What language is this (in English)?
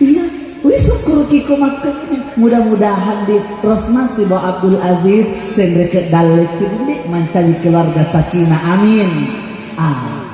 Buginese